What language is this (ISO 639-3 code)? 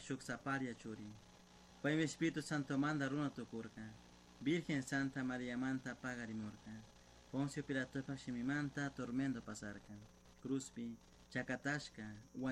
qug